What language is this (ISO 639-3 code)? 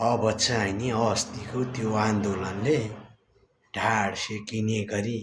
nep